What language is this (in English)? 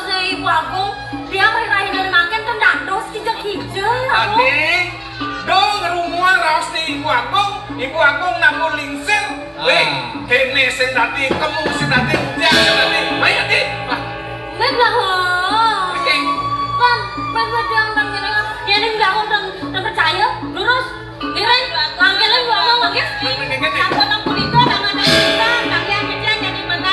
Balinese